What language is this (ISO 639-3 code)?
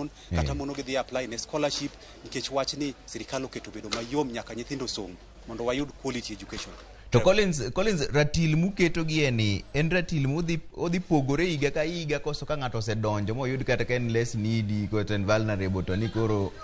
luo